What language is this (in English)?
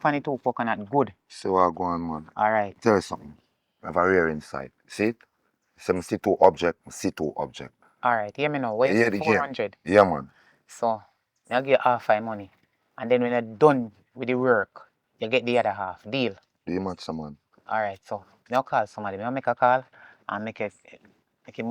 Jamaican Creole English